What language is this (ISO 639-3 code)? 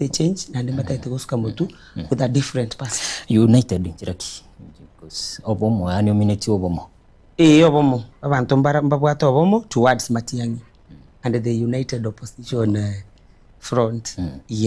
guz